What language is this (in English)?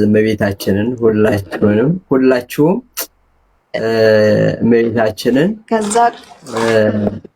Amharic